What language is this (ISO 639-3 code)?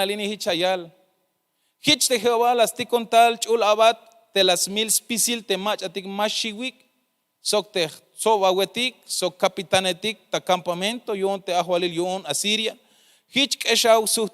tzh